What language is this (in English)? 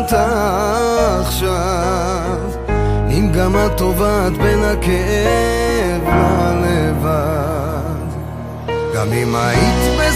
Hebrew